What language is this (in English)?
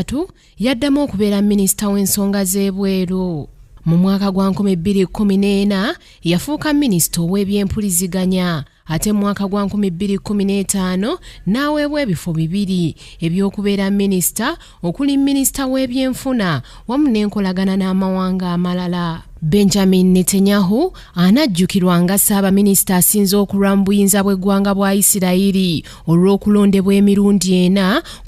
Ganda